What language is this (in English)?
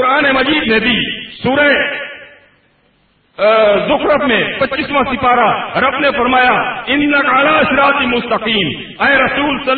Urdu